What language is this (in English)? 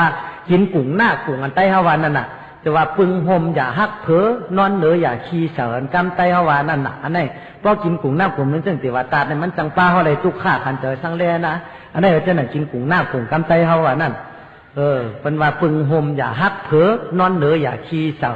Shan